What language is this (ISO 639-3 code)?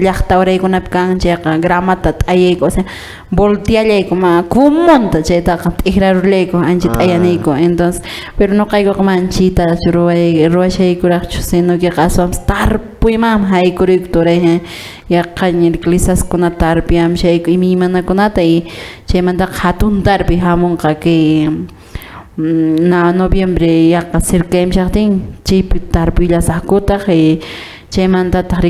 que